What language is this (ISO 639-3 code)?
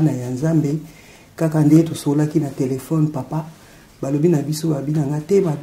lin